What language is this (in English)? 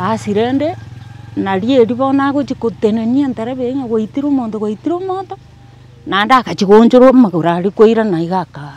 Gusii